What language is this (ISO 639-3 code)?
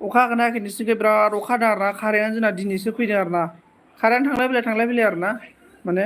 brx